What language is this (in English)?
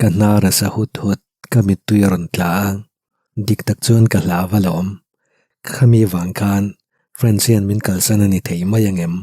Mizo